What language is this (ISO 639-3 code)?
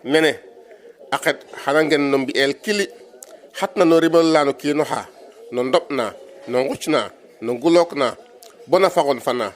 srr